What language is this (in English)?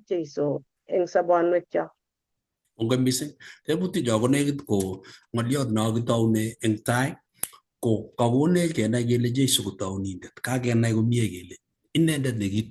Kalenjin